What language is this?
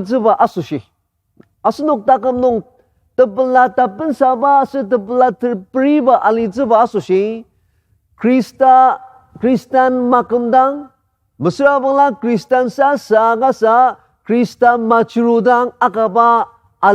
Ao Naga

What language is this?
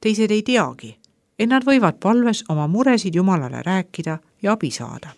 Estonian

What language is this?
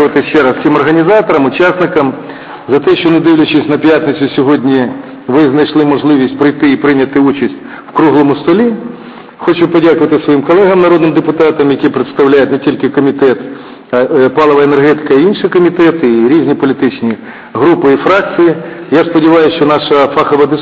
Ukrainian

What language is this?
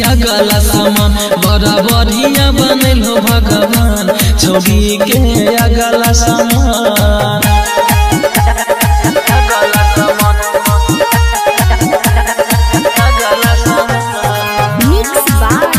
Bhojpuri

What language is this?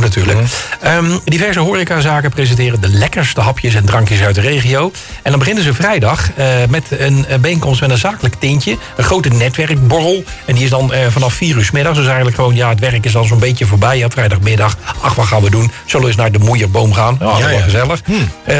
Dutch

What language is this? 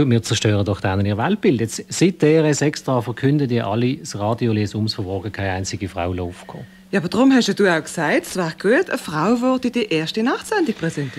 Swiss German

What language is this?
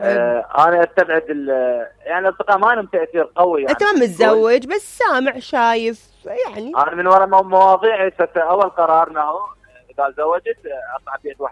Mesopotamian Arabic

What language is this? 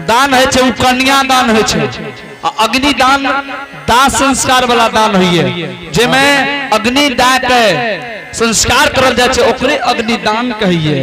Angika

